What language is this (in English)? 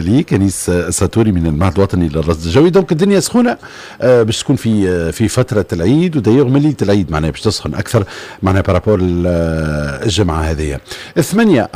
Tunisian Arabic